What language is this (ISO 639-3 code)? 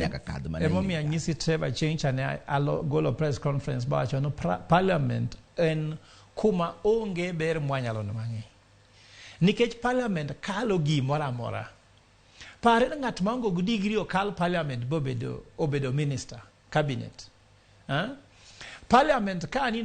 luo